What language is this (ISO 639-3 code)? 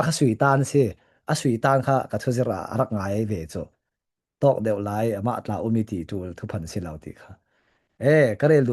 cfm